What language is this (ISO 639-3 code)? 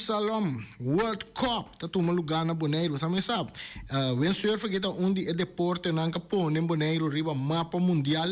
pap